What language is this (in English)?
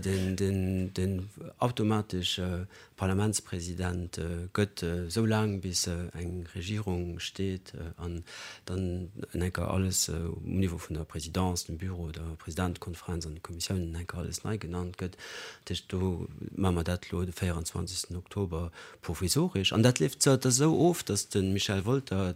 Luxembourgish